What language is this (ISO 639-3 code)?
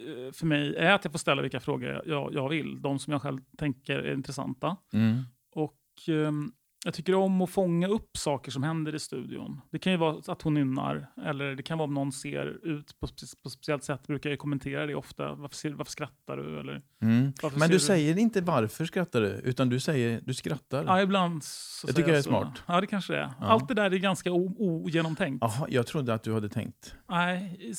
swe